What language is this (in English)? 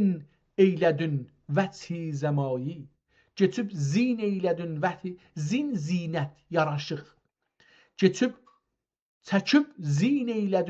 South Azerbaijani